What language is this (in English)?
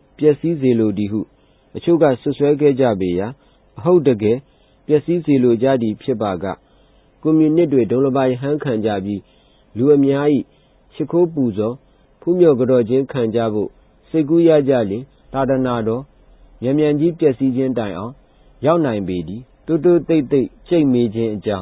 Burmese